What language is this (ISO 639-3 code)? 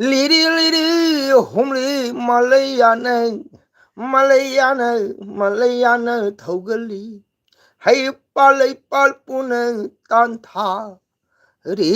mni